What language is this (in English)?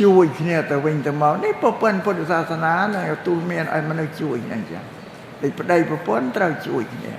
Khmer